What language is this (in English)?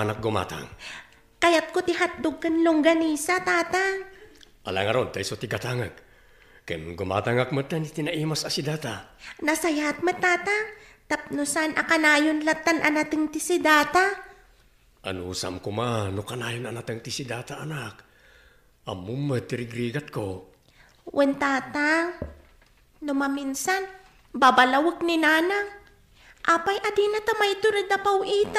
Iloko